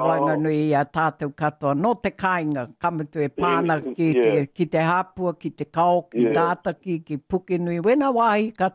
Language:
Māori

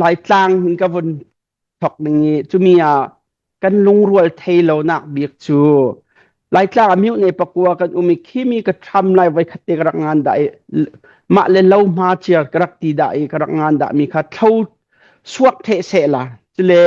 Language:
Hakha Chin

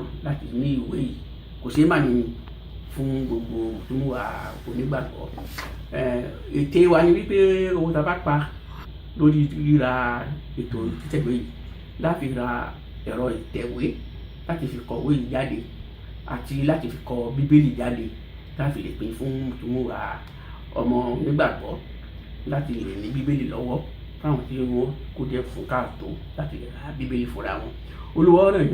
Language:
Yoruba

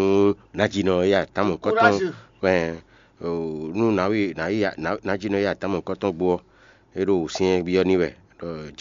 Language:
Fon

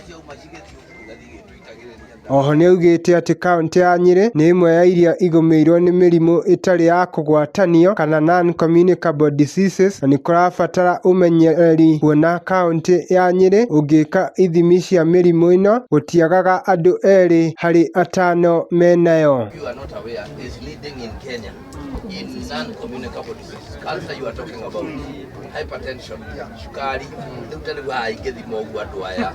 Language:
Kikuyu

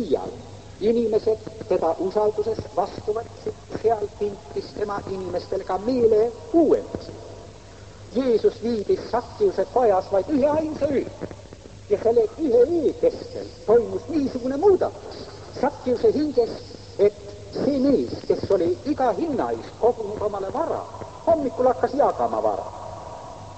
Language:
Estonian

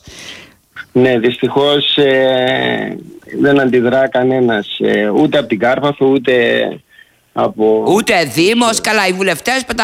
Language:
Greek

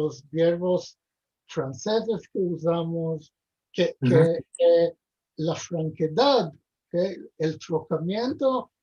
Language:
Ladino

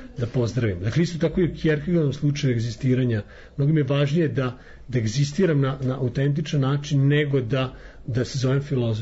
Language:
Serbian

